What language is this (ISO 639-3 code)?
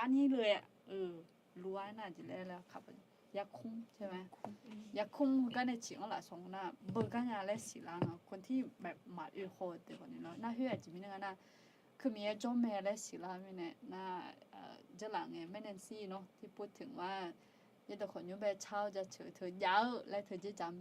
ahk